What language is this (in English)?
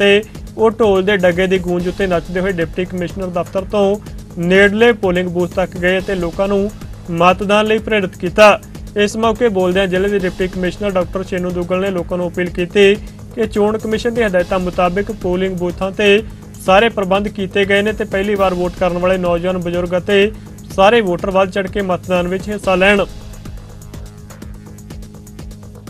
Punjabi